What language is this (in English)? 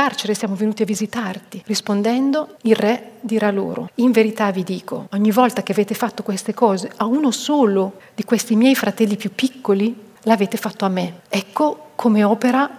Italian